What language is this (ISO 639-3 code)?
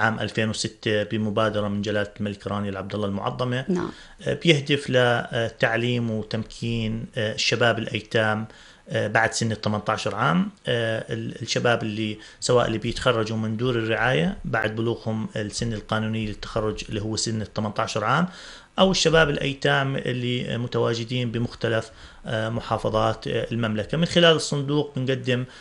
apc